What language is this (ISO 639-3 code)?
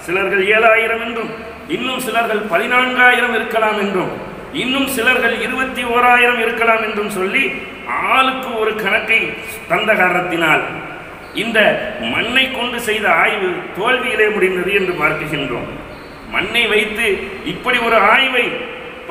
tam